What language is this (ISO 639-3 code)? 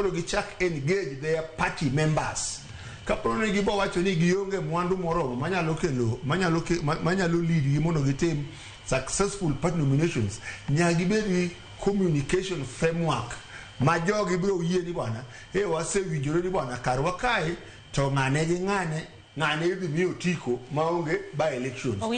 luo